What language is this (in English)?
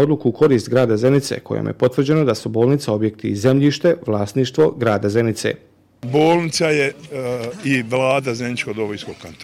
Bosnian